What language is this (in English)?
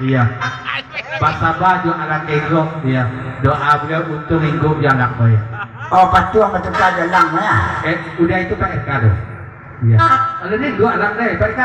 Minangkabau